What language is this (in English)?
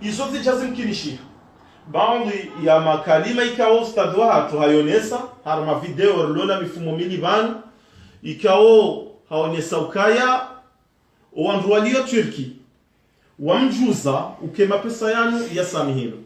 Ngazidja Comorian